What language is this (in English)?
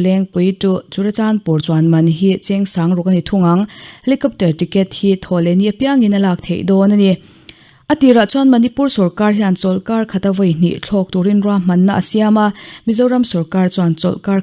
Mizo